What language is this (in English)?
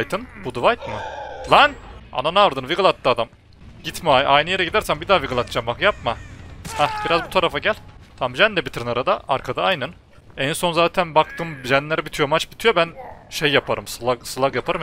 Turkish